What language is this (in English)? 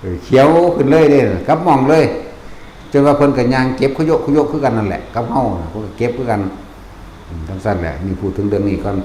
Northeastern Thai